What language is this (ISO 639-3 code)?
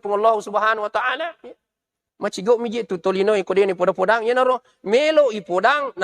bug